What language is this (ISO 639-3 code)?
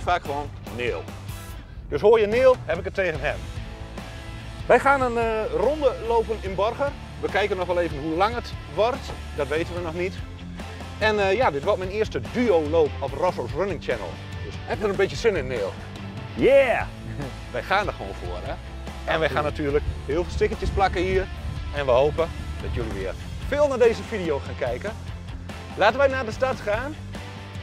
nld